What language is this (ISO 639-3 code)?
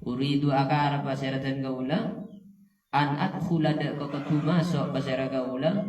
mad